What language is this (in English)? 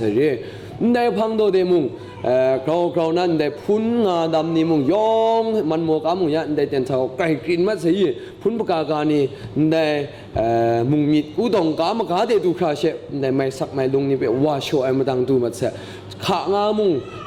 Kachin